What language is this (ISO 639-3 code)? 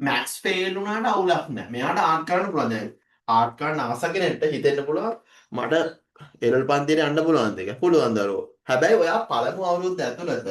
sin